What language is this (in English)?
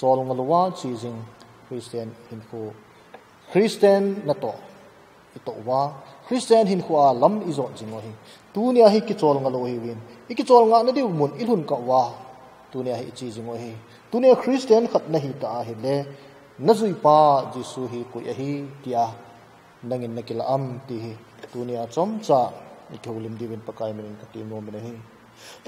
Thado Chin